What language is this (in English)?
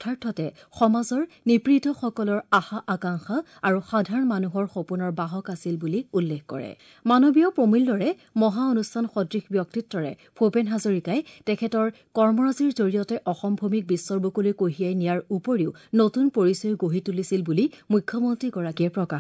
Assamese